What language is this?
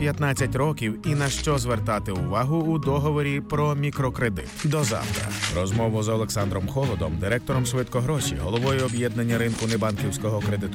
Ukrainian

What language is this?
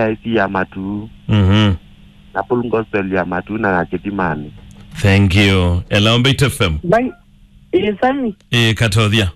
Kamba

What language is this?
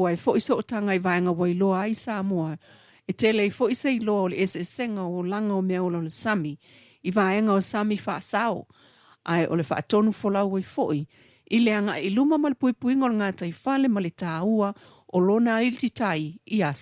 Samoan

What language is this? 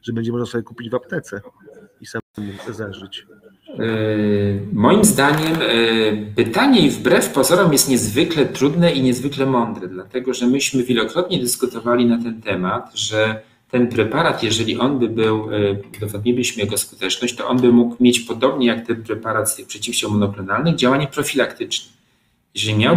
Polish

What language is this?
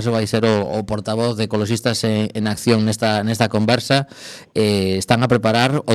Galician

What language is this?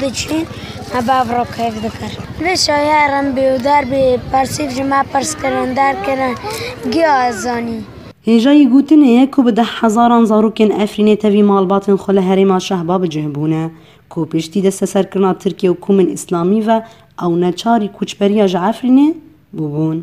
Kurdish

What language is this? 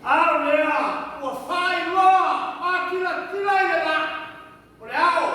Samoan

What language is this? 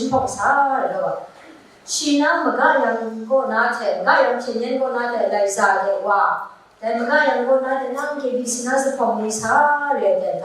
Kachin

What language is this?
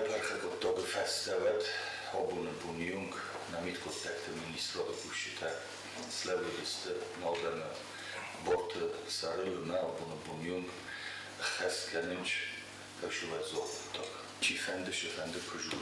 Ossetic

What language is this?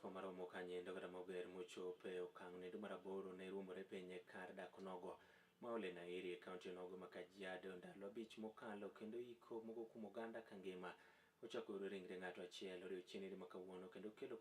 Luo (Kenya and Tanzania)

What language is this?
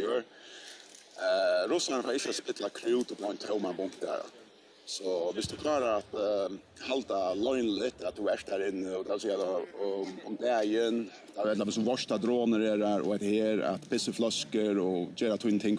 Faroese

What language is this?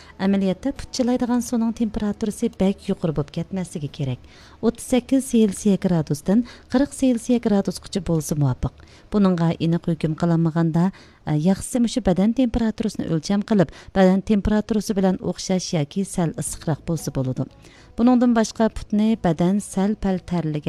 Uyghur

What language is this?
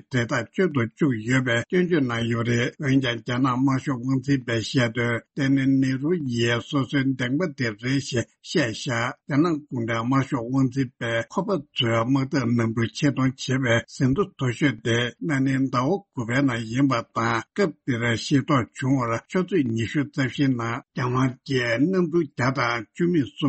Tibetan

